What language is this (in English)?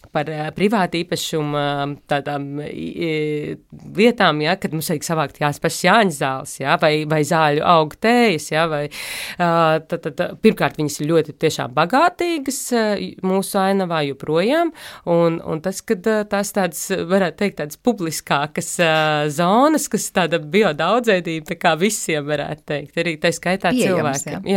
Latvian